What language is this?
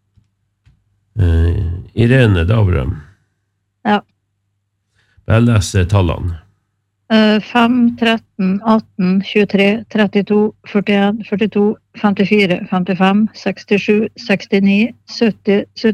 Norwegian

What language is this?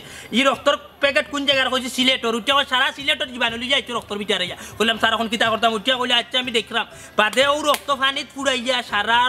Sylheti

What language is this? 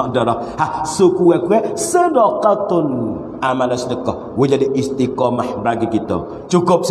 Pattani Malay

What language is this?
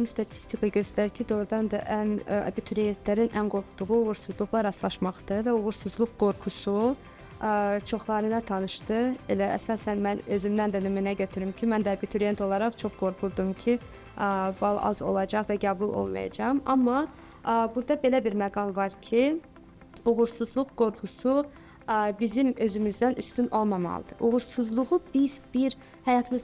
Azerbaijani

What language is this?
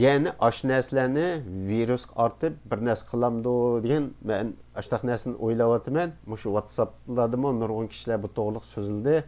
Uyghur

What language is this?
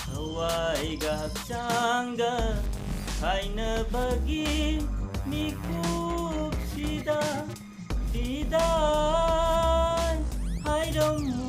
Manipuri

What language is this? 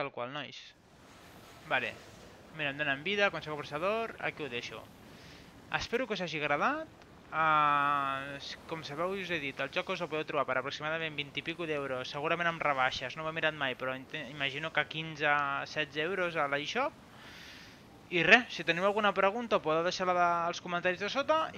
Catalan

